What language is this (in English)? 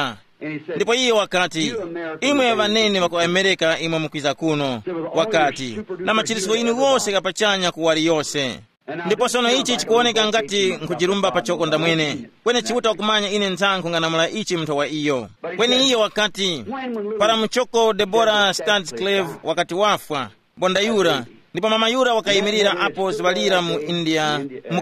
Tumbuka